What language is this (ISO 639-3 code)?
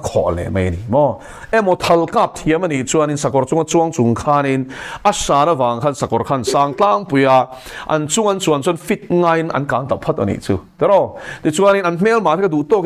lus